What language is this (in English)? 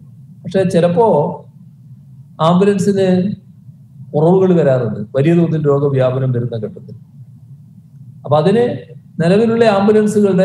Malayalam